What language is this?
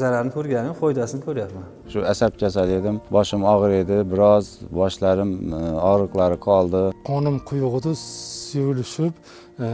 Uzbek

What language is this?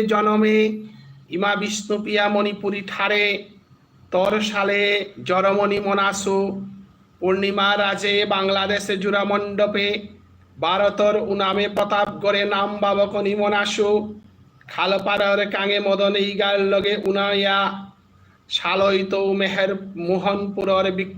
Bishnupriya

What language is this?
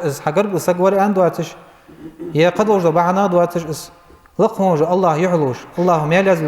Ingush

